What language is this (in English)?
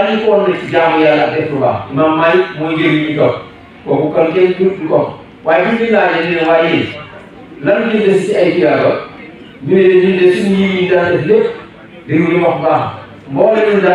Wolof